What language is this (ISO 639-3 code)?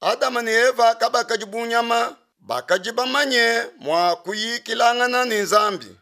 lua